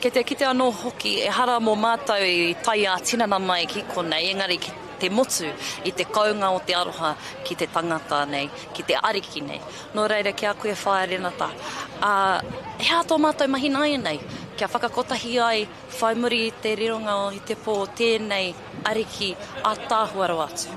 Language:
Māori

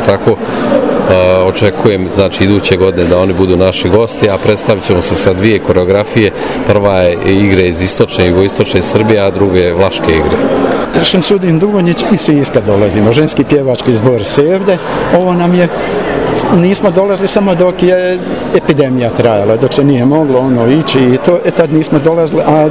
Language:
Bosnian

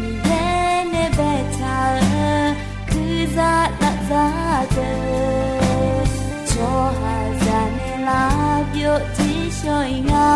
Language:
Akha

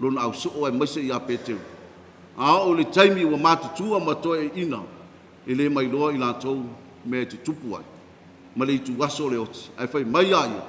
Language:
Samoan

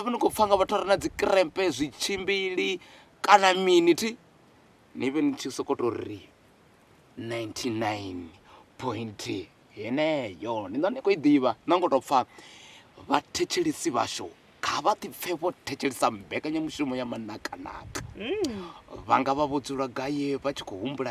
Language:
Venda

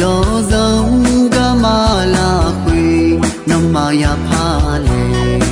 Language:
Akha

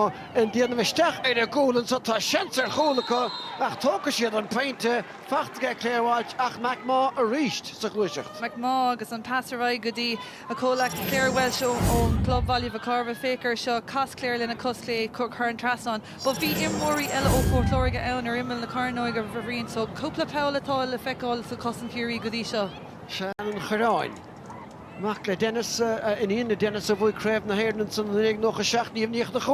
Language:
Irish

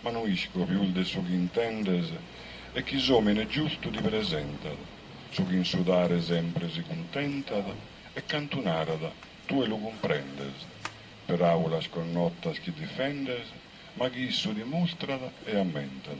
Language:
Sardinian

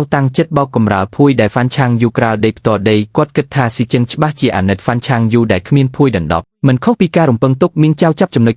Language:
Khmer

